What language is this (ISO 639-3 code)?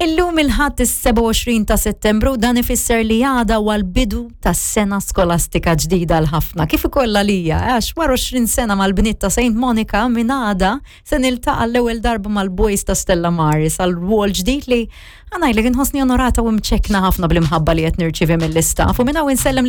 mlt